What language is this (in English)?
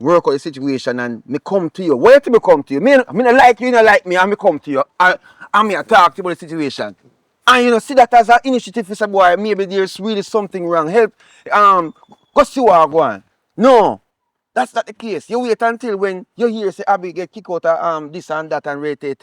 Jamaican Creole English